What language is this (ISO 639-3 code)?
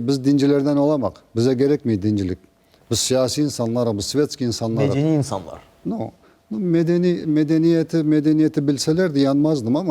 crh